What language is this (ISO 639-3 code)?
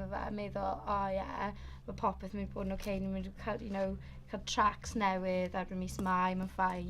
cym